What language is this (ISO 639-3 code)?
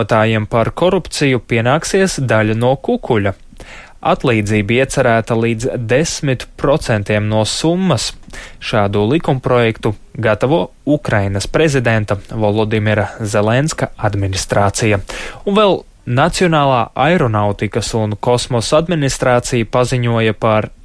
lav